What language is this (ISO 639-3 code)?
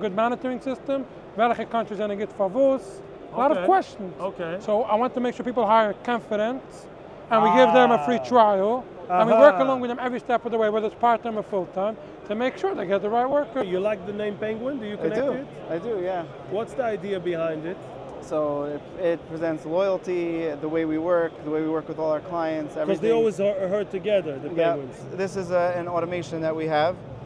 yid